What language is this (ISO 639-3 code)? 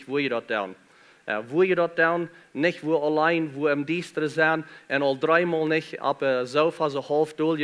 pdt